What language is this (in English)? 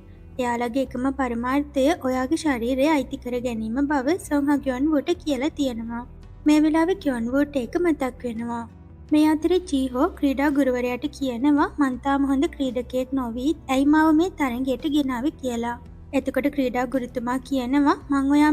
Sinhala